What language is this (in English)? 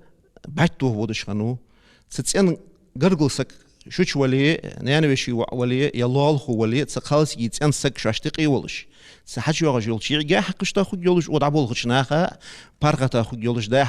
Ingush